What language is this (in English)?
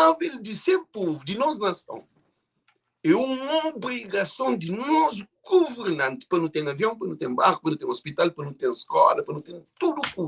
Kabuverdianu